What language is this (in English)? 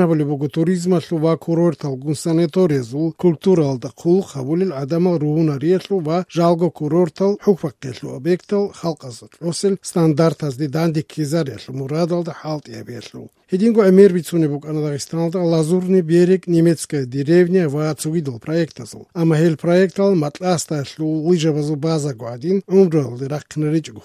Georgian